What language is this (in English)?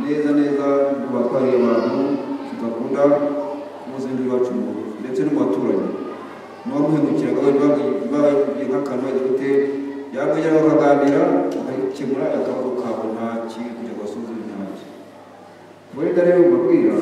Kinyarwanda